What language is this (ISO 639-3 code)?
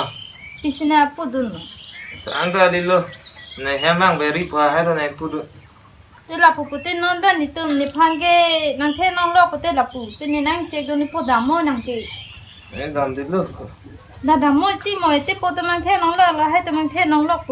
mjw